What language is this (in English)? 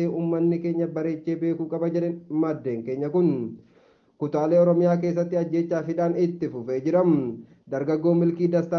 Oromo